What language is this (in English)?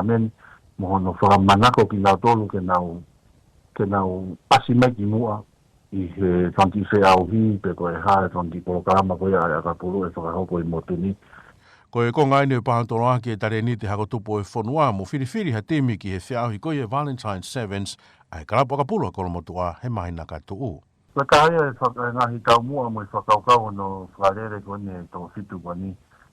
Tongan